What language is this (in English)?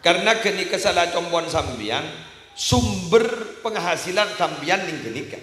Madurese